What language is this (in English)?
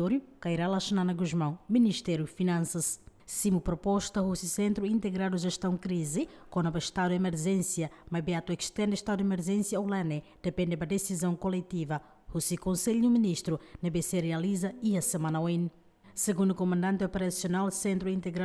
Tetum